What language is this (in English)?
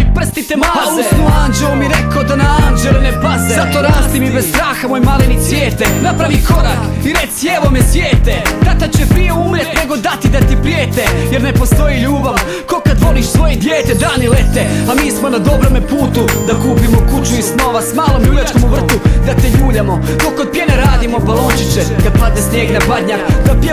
Croatian